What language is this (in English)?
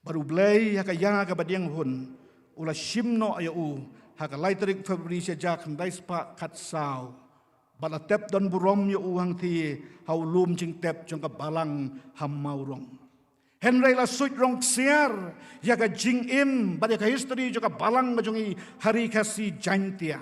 Khasi